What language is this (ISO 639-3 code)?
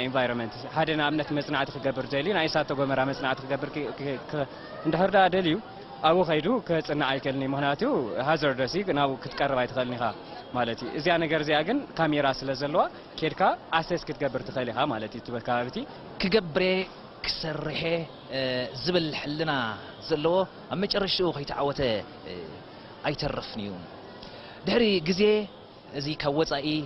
tir